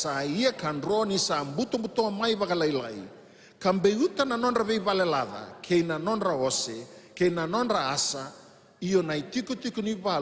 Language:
Fijian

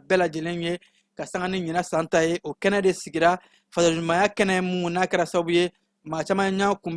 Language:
Bambara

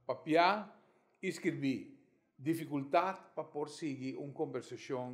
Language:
Papiamento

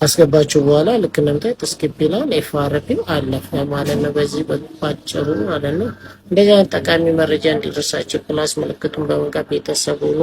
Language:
Amharic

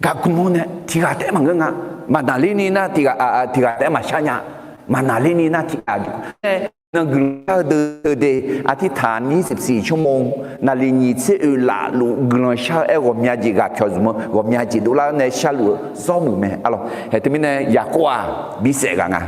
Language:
Akha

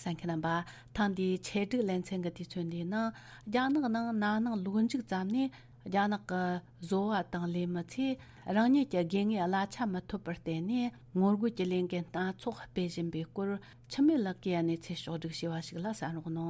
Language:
Tibetan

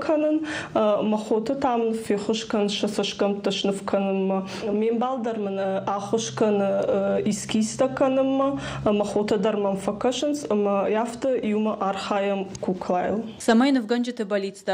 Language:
Ossetic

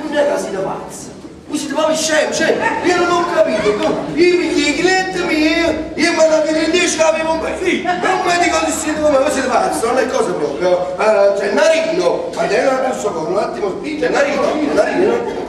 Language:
Neapolitan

